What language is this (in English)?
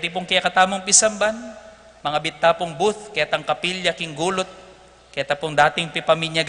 Pampanga